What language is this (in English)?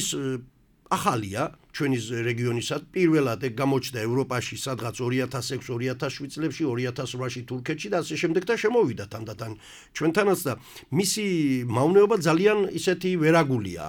Georgian